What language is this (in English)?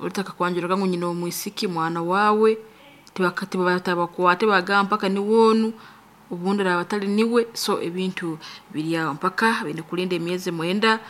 Nyankole